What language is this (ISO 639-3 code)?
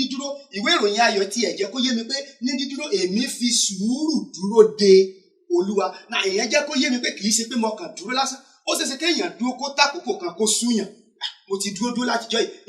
yor